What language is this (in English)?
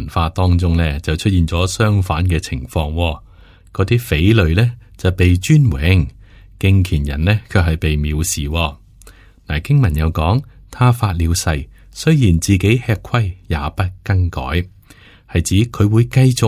Cantonese